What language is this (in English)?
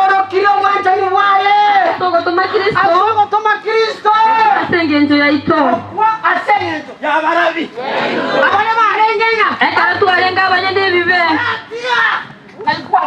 Gusii